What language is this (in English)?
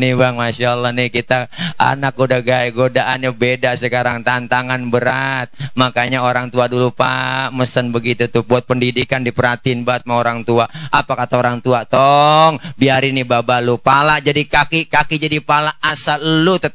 Betawi